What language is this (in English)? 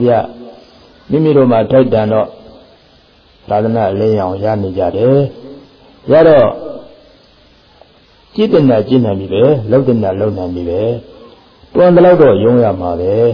Burmese